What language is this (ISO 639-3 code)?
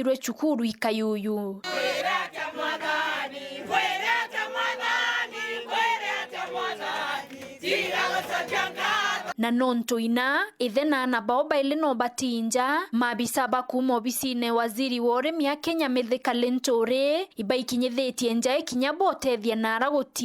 mer